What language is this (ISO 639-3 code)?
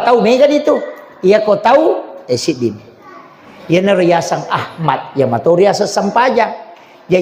bug